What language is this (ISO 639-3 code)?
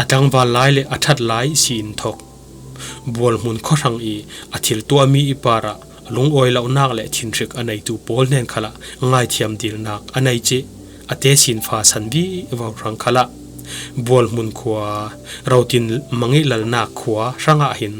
cfm